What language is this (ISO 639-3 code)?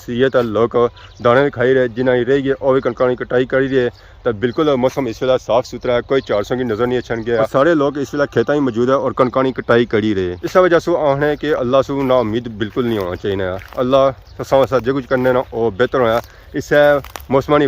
phr